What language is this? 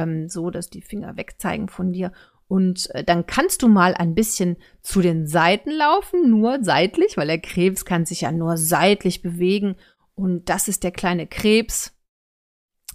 German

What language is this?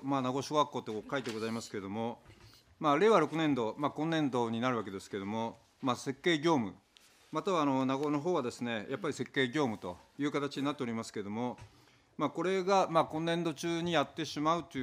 Japanese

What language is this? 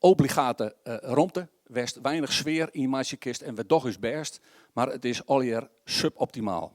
Western Frisian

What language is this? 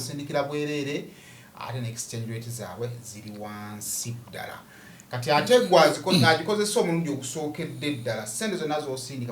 Ganda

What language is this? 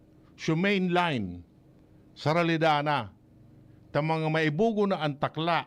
Bikol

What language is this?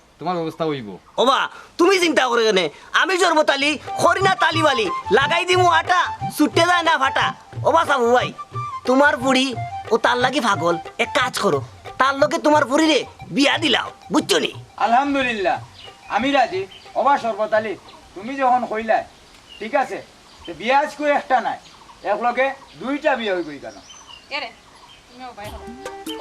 Sylheti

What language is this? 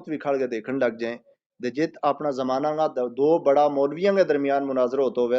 Gujari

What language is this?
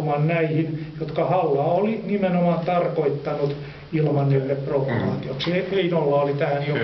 Finnish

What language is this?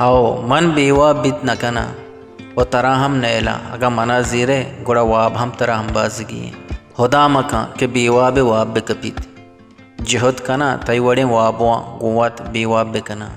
Baluchi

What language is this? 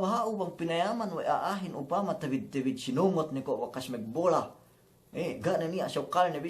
Yakan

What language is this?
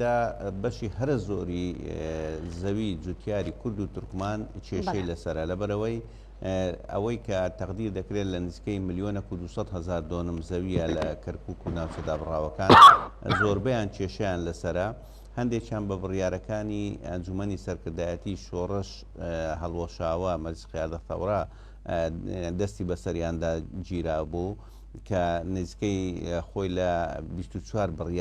Central Kurdish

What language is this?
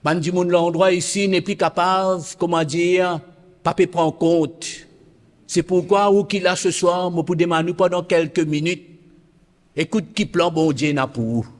Morisyen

